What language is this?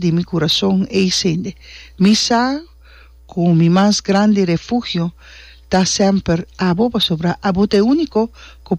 Papiamento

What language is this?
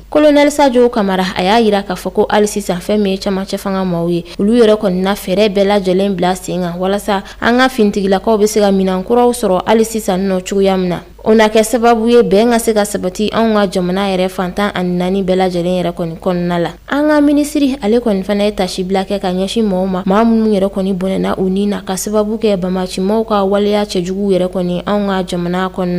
Bambara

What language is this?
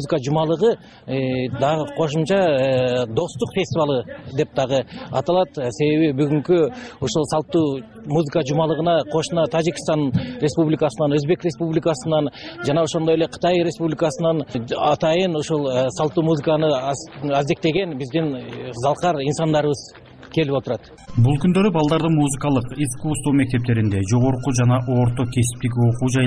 Kyrgyz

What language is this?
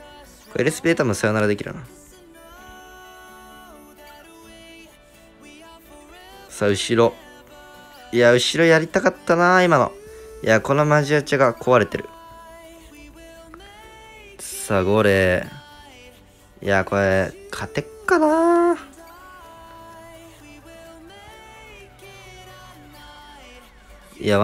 Japanese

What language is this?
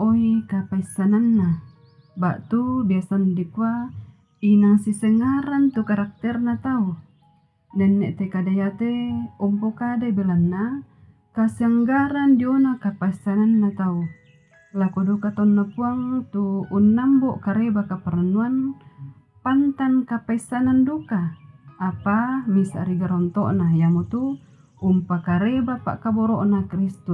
Toraja-Sa'dan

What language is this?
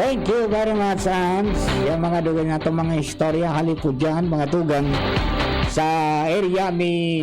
Bikol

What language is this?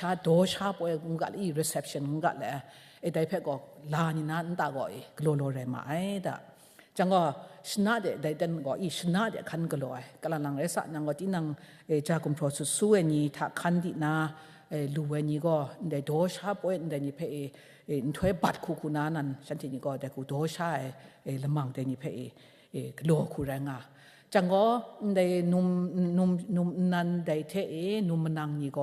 Kachin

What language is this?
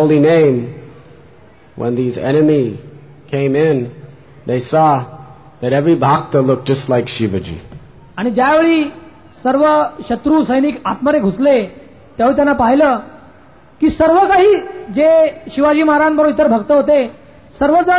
Marathi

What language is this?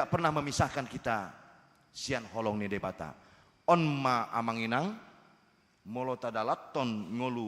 Batak Toba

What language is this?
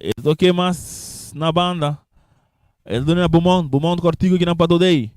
Papiamento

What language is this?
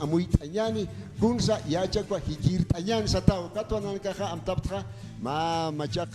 Aymara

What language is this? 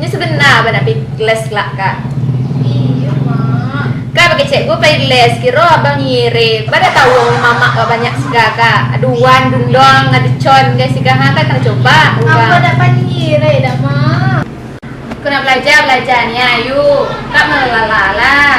Minangkabau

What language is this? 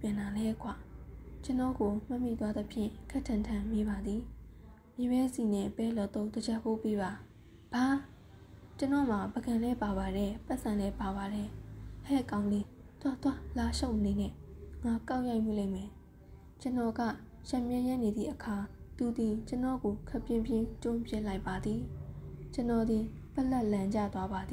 Burmese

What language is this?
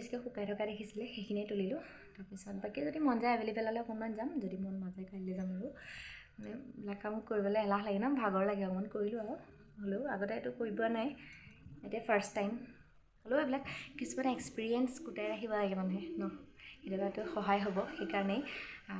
Assamese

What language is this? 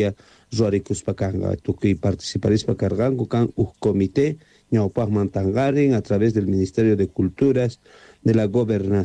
South Bolivian Quechua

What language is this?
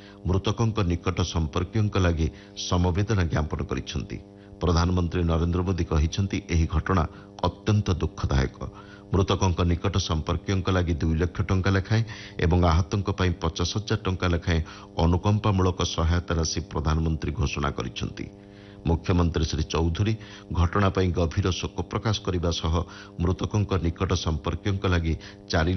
Odia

